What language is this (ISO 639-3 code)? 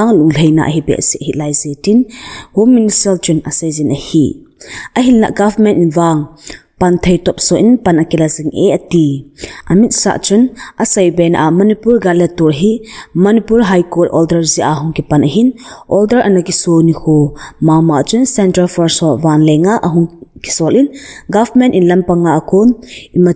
tcz